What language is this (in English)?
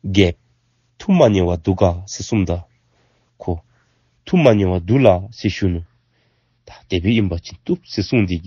Dzongkha